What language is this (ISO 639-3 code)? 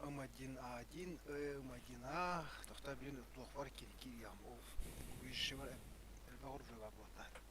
sah